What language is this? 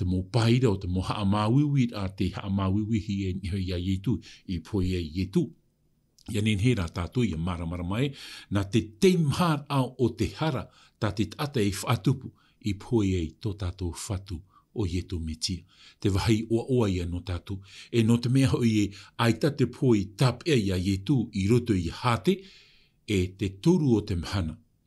Tahitian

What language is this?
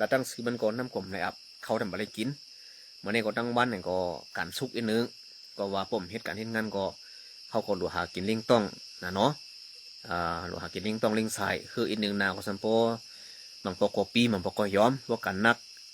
Shan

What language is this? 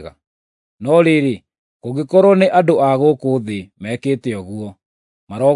Kikuyu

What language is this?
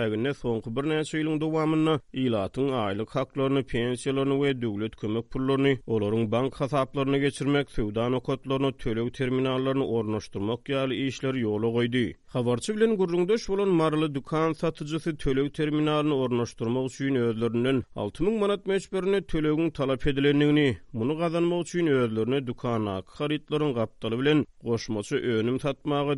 Turkmen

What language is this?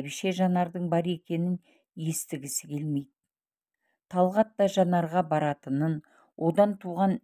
Kazakh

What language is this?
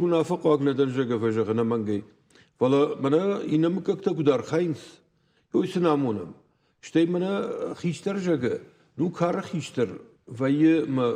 Ossetic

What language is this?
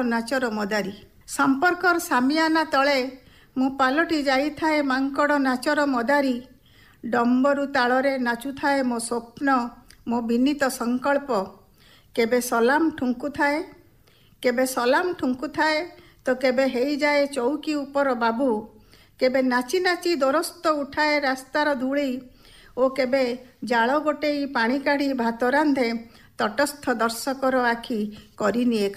Odia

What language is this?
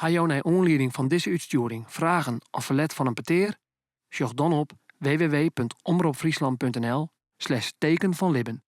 Western Frisian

